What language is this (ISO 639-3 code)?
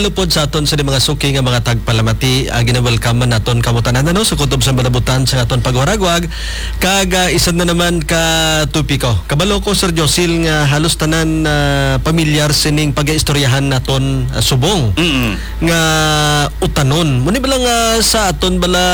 hil